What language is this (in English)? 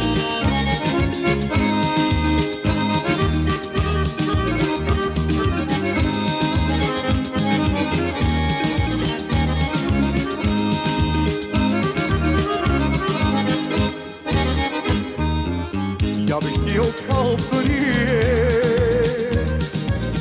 Croatian